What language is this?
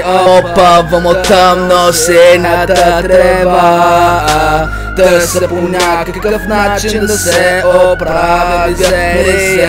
Bulgarian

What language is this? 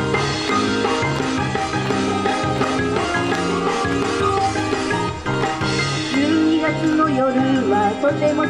Japanese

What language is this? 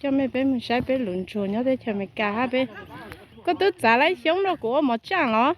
Hmong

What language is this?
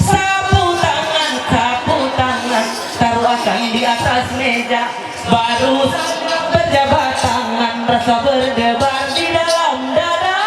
Ma'anyan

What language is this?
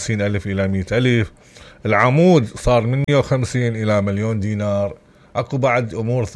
Mesopotamian Arabic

